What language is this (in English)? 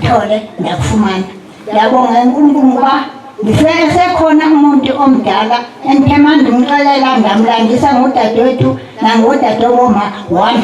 Zulu